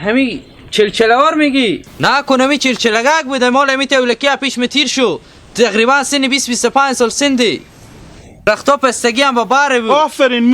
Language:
Hazaragi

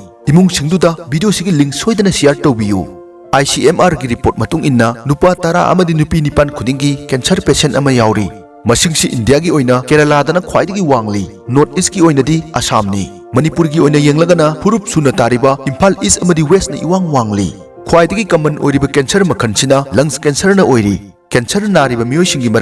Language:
Manipuri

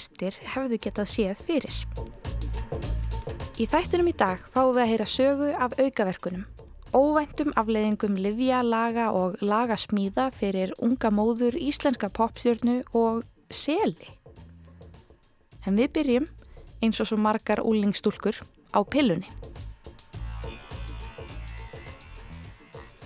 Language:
Icelandic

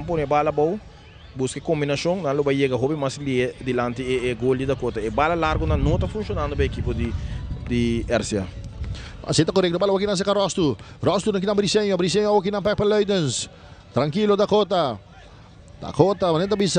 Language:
Papiamento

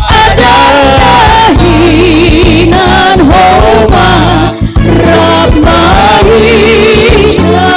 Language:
Batak Simalungun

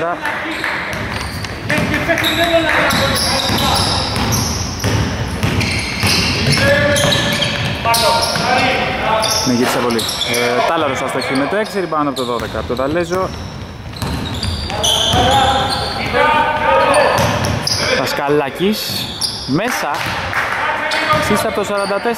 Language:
Greek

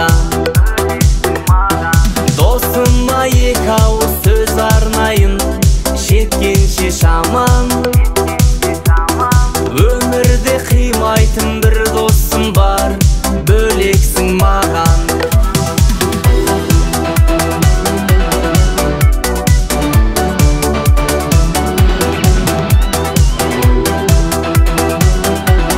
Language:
Kazakh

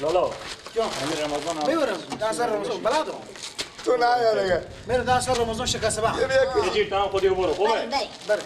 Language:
Persian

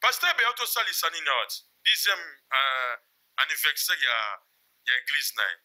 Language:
Lingala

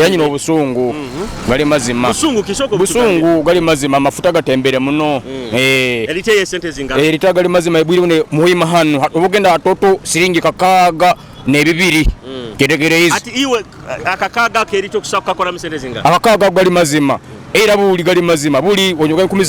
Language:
Nyoro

